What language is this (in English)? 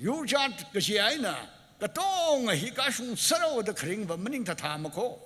Tangkhul Naga (India)